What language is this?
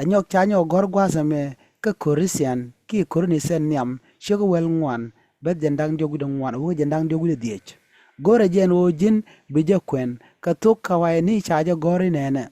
Nuer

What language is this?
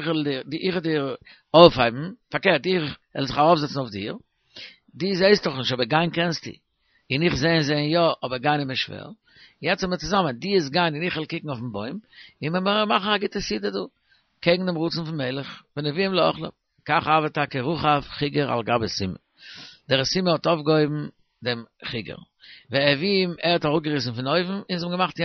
Yiddish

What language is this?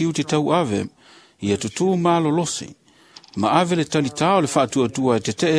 Samoan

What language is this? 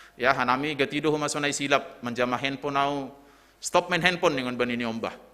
Batak Simalungun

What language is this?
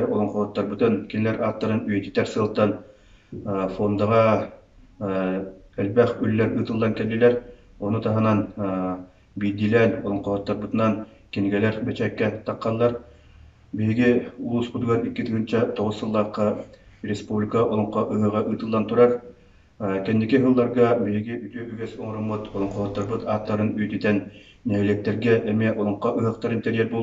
Yakut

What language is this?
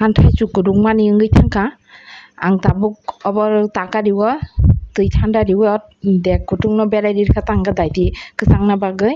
Kok Borok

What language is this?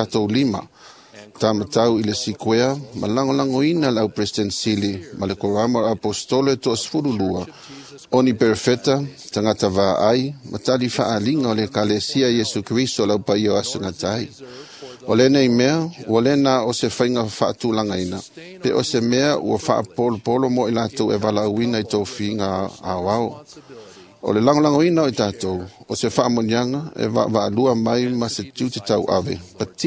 Samoan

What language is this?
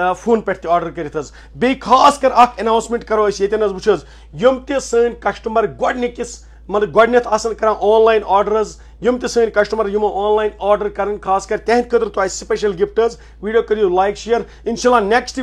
Kashmiri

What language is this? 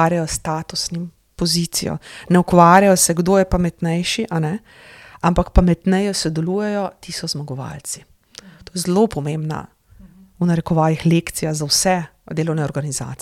Slovenian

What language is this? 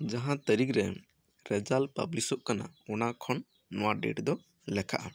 Santali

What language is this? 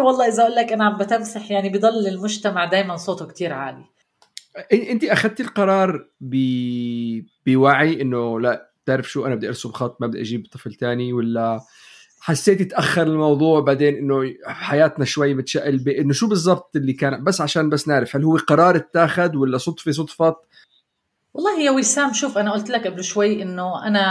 North Levantine Arabic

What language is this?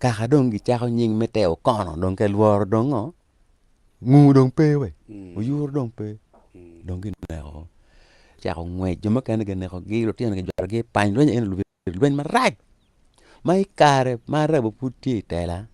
Acoli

